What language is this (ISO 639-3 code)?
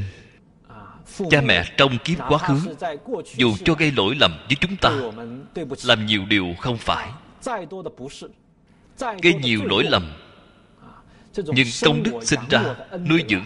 vie